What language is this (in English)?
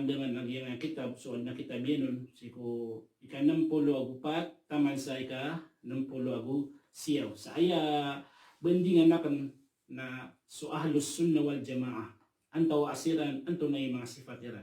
Maranao